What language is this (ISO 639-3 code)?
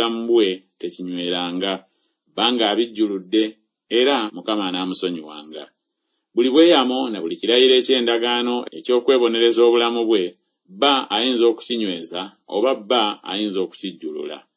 lug